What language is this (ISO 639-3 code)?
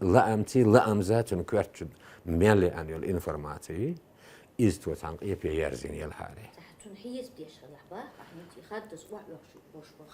che